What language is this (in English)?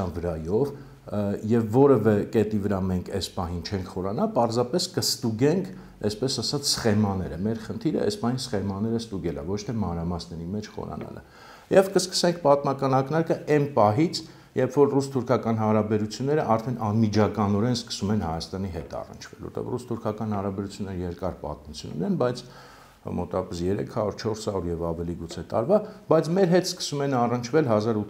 Armenian